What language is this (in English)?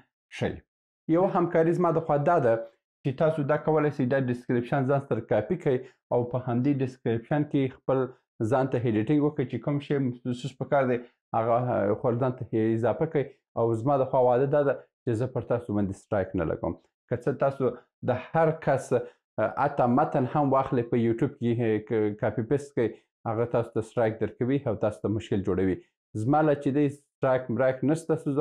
Pashto